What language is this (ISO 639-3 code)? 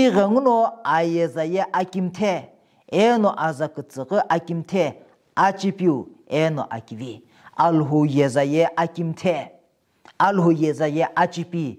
nsm